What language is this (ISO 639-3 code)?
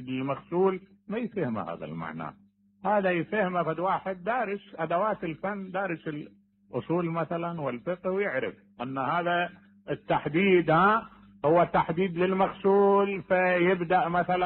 acm